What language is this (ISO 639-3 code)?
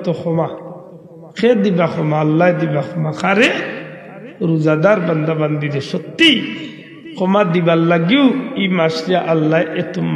syl